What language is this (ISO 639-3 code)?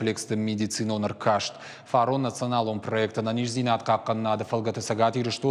oss